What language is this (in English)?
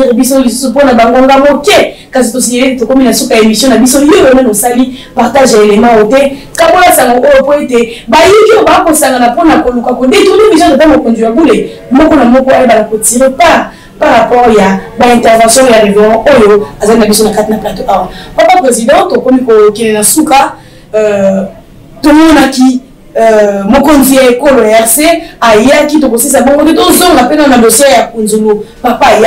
Lingala